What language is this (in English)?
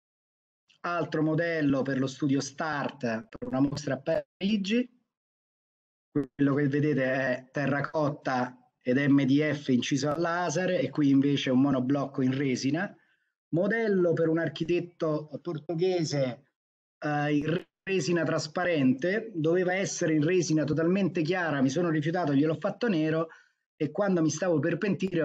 Italian